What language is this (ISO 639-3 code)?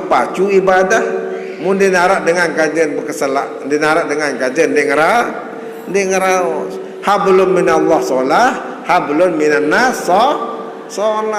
sas